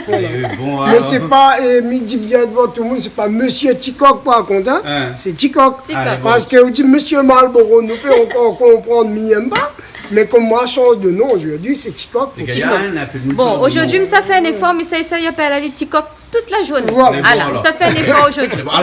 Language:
Réunion Creole French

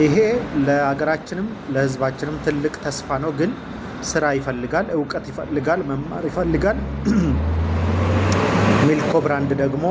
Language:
Amharic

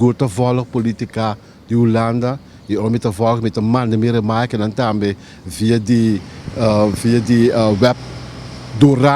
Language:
Papiamento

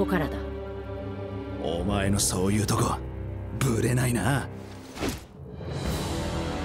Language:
Japanese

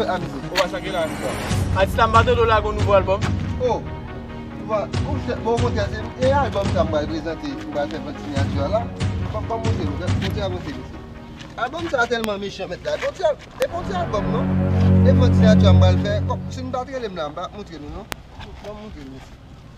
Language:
Haitian Creole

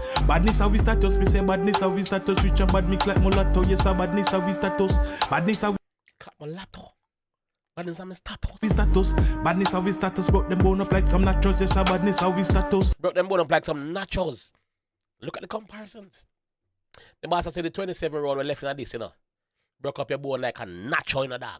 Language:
Jamaican Creole English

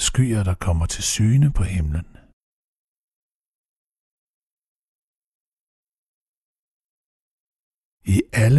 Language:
Danish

